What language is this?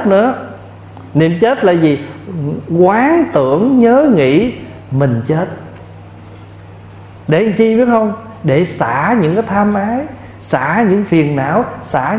Vietnamese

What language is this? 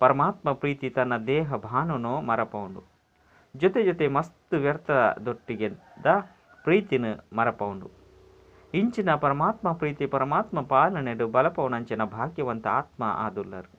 Tulu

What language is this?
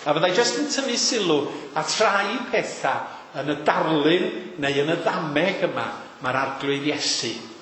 Welsh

